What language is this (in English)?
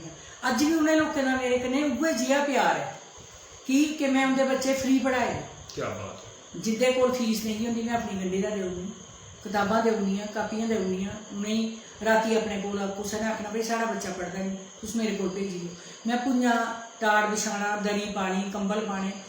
Dogri